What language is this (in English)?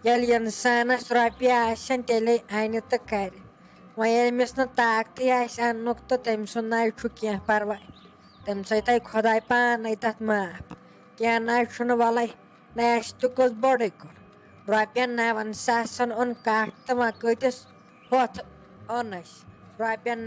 Kashmiri